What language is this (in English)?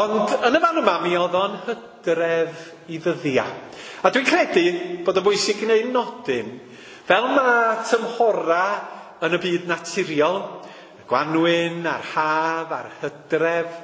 Welsh